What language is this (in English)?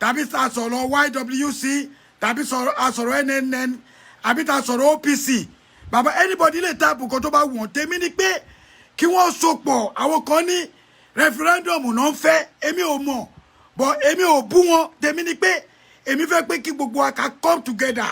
Yoruba